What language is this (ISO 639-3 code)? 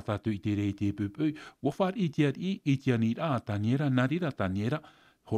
tah